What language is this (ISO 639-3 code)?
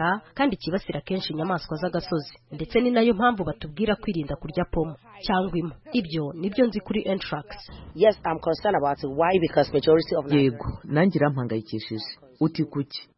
kin